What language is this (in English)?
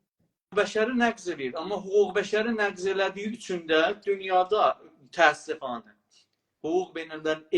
South Azerbaijani